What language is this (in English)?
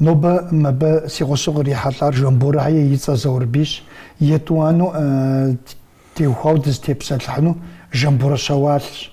Kabardian